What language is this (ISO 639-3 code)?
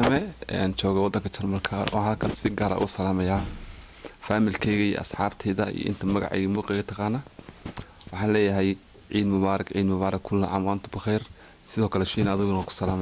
som